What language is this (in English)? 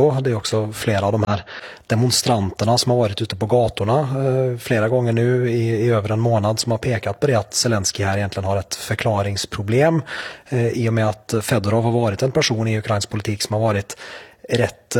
Swedish